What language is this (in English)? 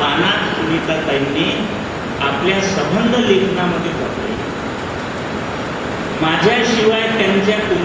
Marathi